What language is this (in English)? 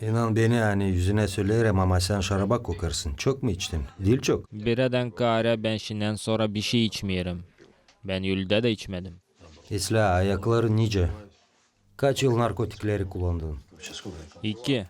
Gagauz